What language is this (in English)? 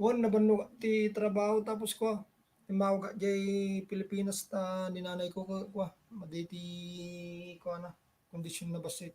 Iloko